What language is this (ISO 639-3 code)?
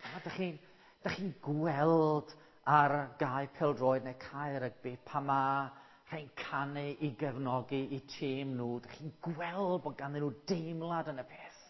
cym